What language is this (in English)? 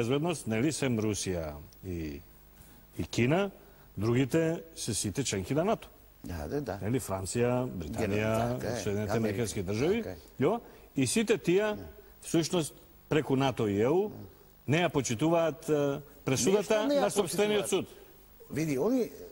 Macedonian